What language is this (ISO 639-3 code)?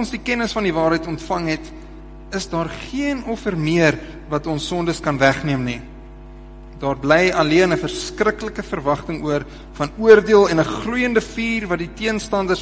afr